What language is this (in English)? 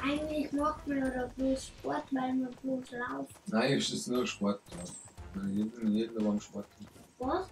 Bavarian